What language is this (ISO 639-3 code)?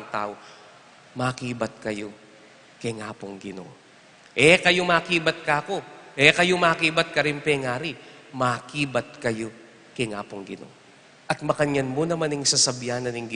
pam